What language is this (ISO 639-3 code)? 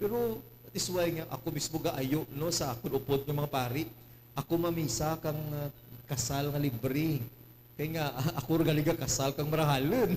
hil